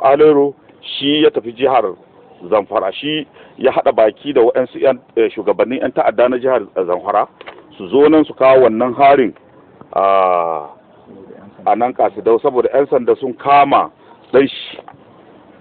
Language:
Hausa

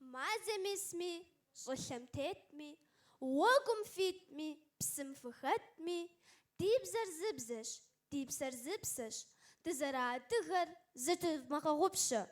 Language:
Kabardian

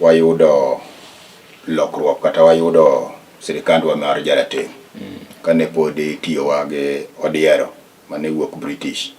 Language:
Luo (Kenya and Tanzania)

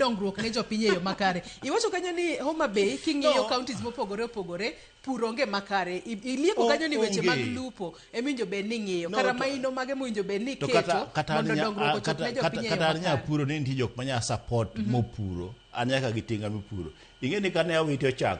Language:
Luo (Kenya and Tanzania)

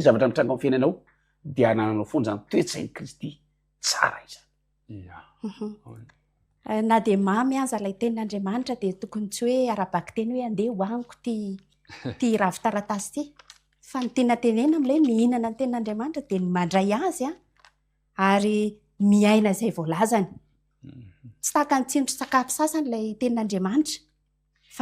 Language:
Malagasy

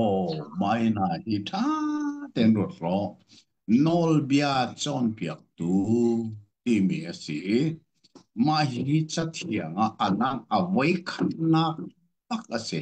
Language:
Hakha Chin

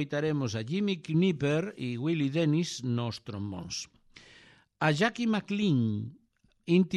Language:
Galician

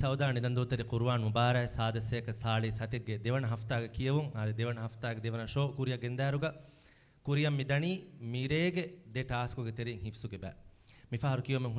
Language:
Divehi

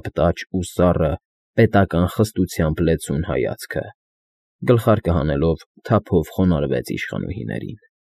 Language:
Armenian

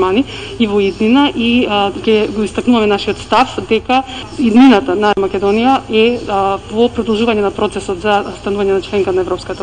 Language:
Macedonian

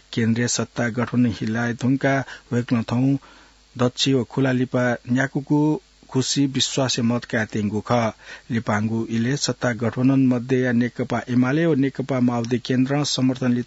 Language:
Newari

